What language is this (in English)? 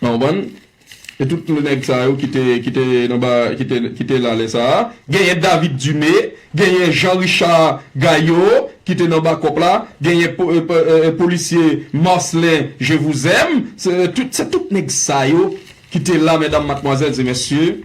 Haitian Creole